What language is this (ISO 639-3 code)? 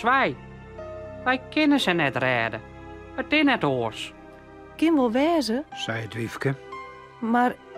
fry